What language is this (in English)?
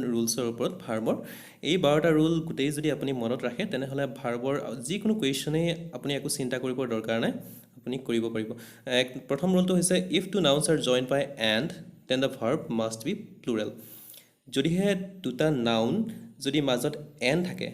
Assamese